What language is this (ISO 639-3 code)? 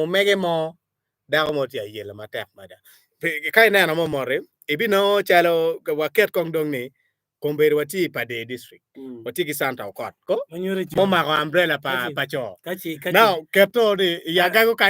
ach